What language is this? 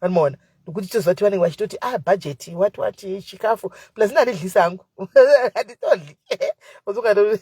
Shona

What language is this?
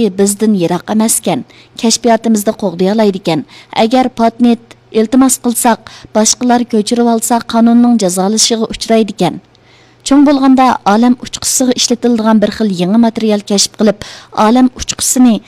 Uyghur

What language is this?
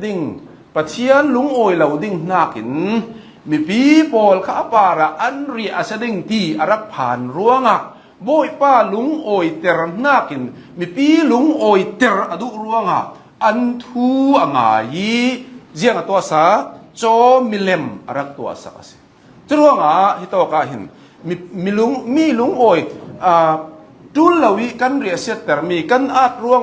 Hakha Chin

